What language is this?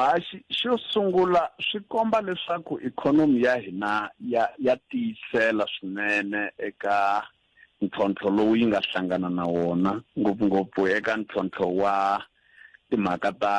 Tsonga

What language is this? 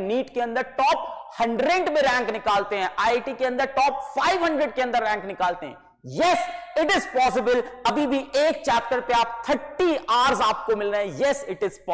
Hindi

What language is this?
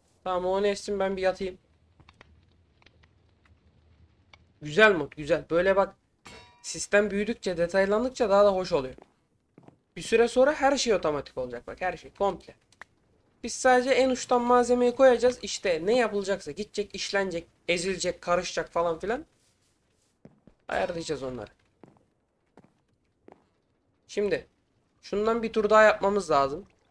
Turkish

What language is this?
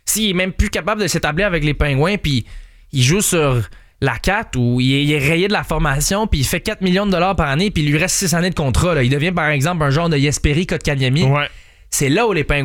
French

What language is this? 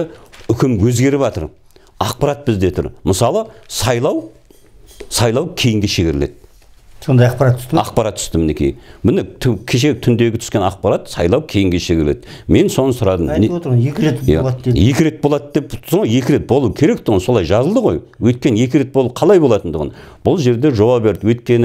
Kazakh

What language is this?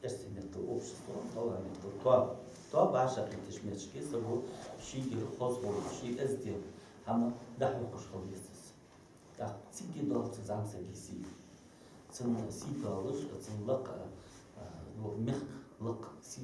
Ingush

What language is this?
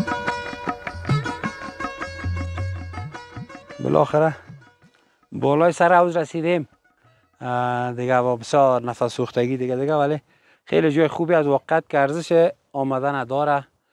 Persian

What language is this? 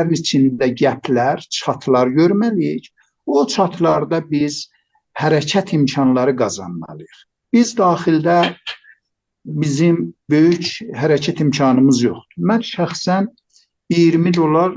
South Azerbaijani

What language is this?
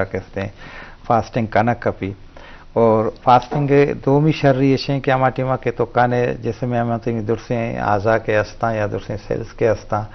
Baluchi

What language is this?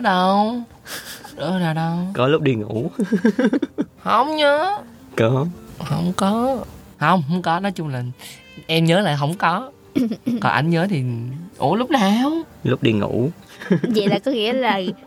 Vietnamese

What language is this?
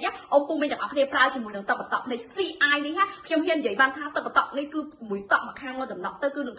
Khmer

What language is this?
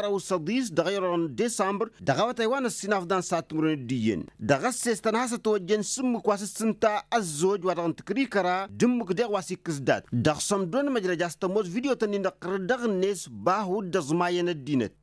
Tamasheq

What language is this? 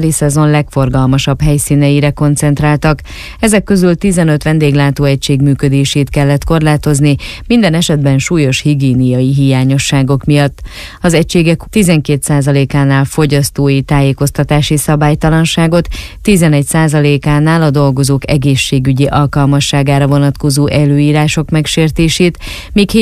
Hungarian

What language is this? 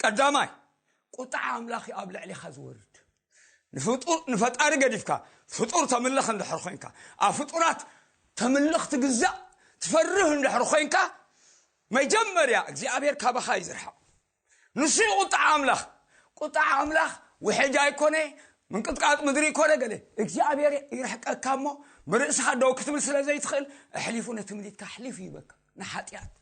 Tigrinya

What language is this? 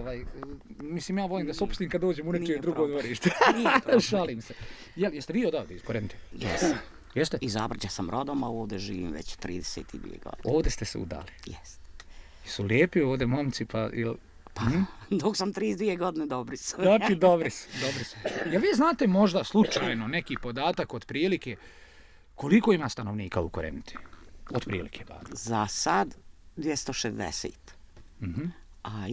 Bosnian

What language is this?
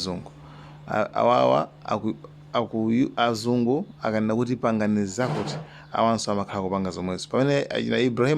Nyanja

